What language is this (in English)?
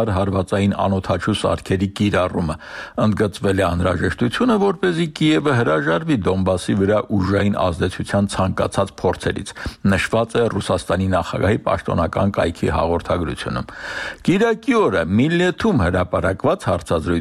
Armenian